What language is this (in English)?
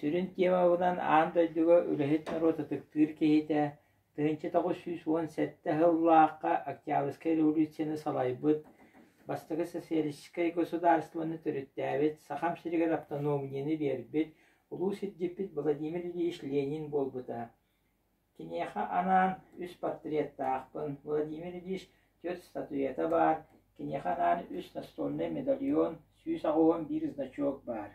Yakut